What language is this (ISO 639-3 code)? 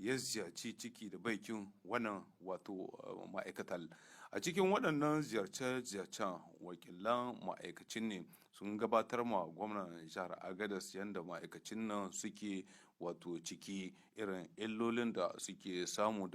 hau